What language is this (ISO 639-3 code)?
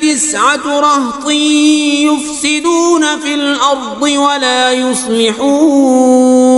kas